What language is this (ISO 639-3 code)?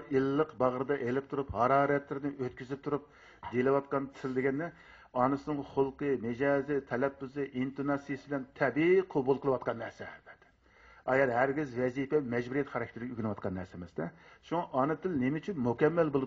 uig